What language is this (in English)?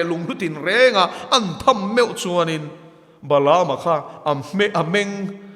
Mizo